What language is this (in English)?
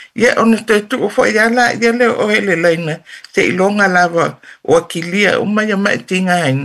Samoan